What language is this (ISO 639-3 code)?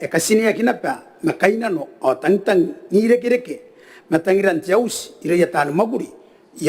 gil